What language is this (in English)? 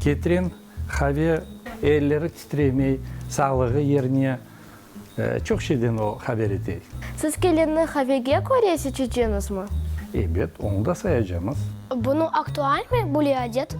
Crimean Tatar